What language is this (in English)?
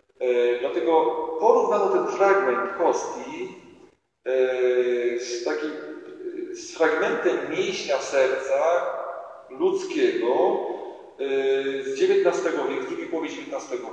Polish